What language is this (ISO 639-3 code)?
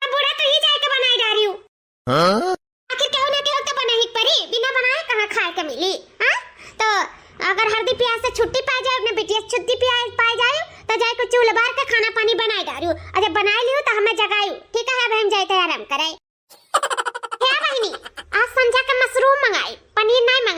awa